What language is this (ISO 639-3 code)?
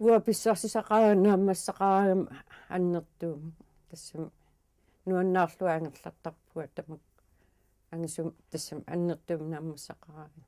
kal